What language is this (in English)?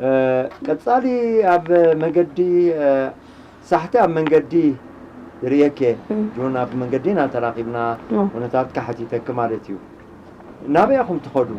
Tigrinya